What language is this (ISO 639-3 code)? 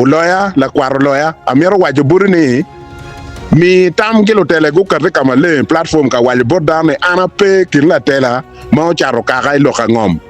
ach